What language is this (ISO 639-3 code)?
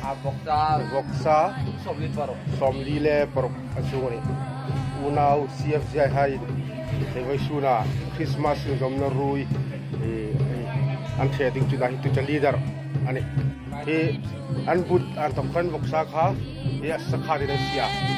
hmr